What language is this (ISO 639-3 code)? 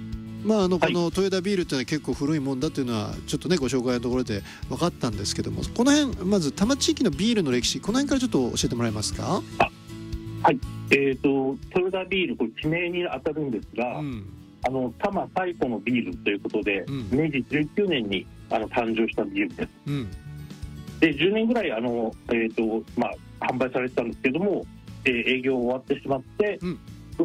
jpn